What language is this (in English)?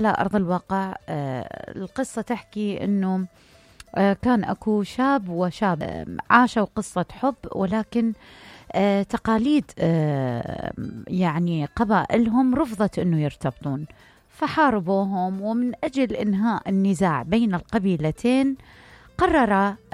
Mesopotamian Arabic